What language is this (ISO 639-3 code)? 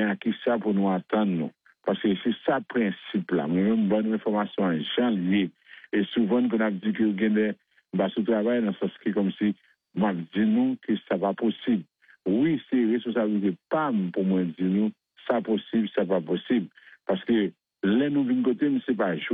fra